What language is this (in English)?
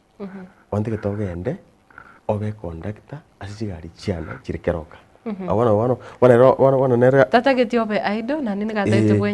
Gusii